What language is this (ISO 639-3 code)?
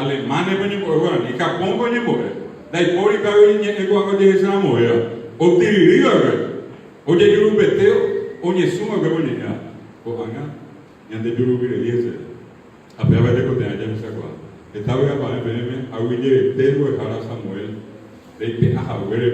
grn